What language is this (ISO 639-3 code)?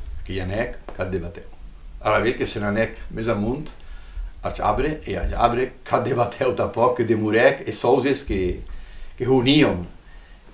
oci